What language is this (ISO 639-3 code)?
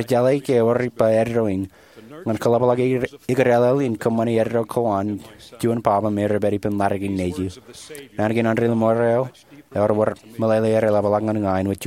mah